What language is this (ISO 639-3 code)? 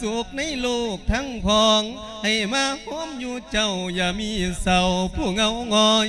lao